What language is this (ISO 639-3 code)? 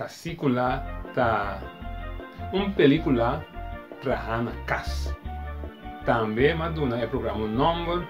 pap